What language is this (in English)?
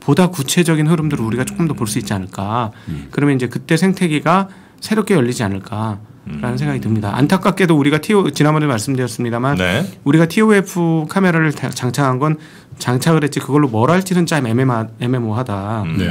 Korean